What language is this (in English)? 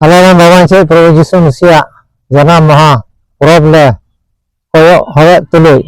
Santali